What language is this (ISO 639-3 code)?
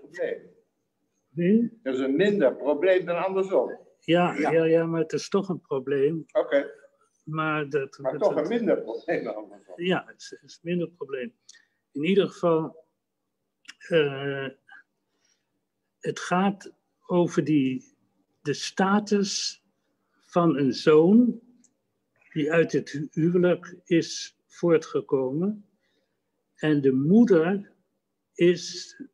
nld